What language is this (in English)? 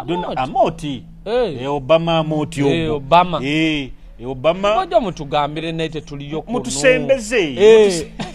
Nyoro